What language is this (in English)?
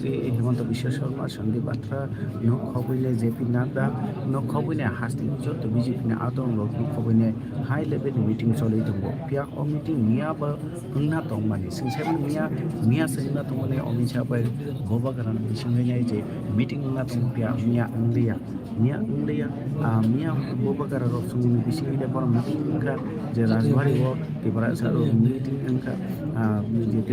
Kok Borok